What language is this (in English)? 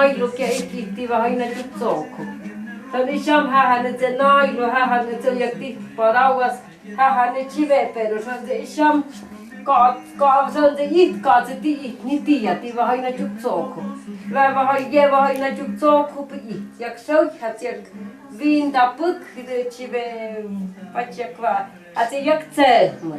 Totontepec Mixe